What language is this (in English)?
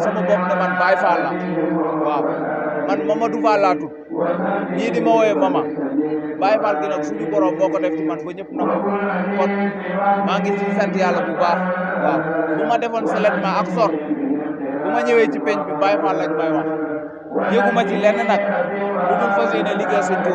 Wolof